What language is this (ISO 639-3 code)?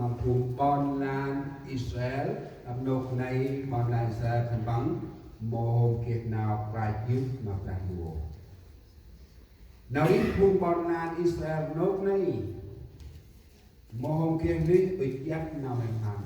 cmo